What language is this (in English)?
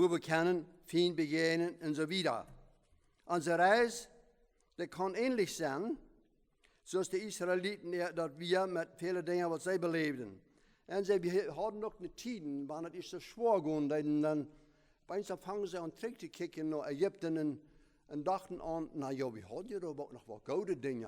Plautdietsch